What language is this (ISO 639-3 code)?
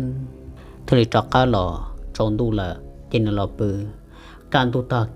hmn